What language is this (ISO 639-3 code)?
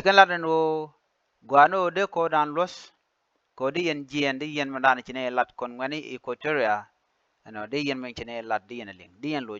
nus